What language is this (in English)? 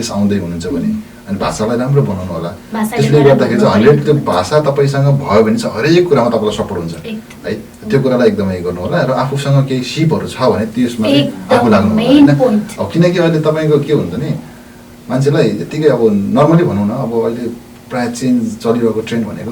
Nepali